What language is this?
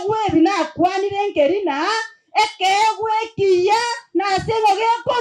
Gusii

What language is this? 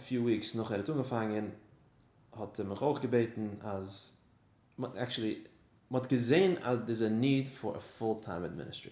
Yiddish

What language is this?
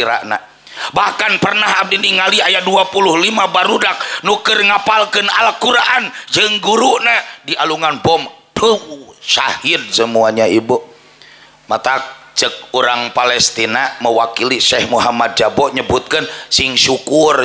Sundanese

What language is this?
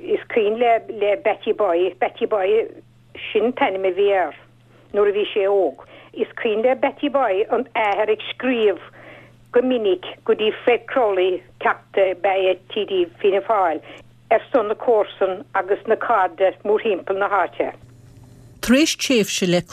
Irish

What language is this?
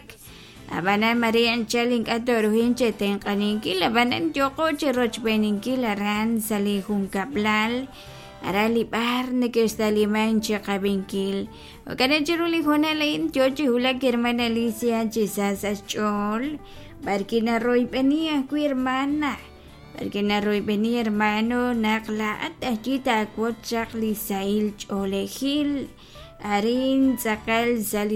Kekchí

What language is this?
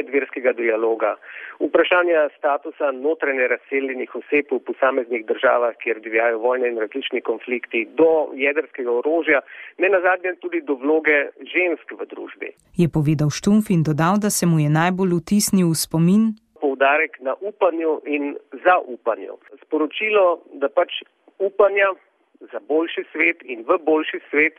Slovenian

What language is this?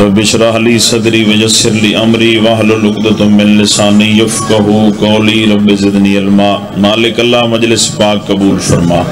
Saraiki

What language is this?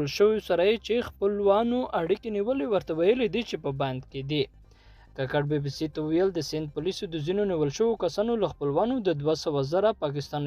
Pashto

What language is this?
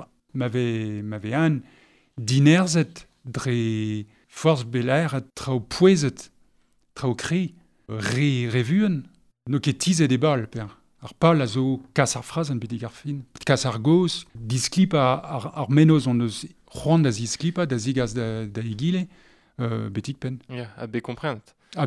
Breton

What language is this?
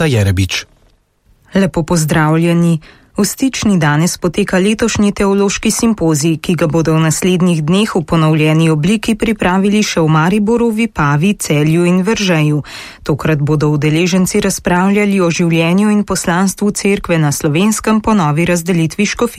Slovenian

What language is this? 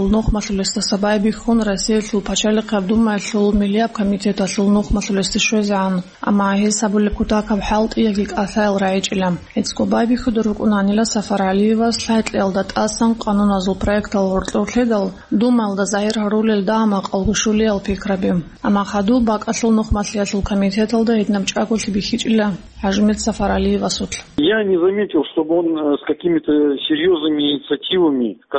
Avaric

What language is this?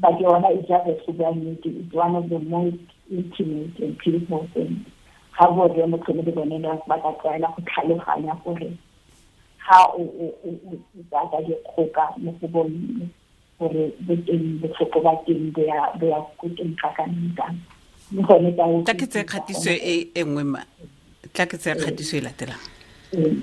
Tswana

